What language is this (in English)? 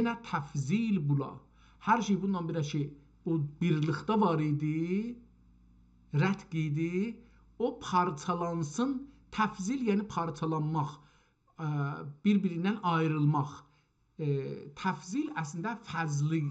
South Azerbaijani